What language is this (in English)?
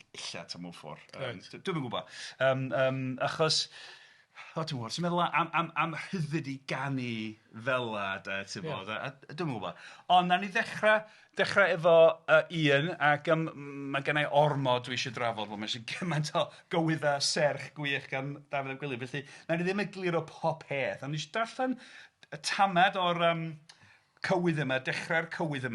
Welsh